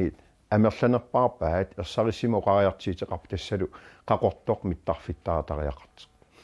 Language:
Kalaallisut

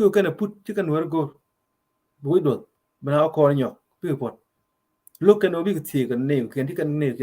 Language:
Nuer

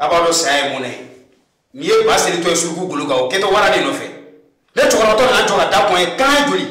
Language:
Bambara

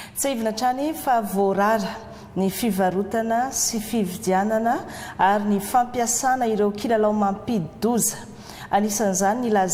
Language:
Malagasy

